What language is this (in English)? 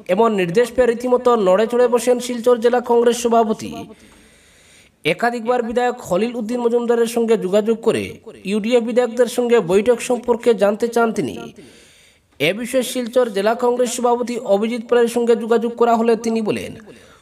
Bangla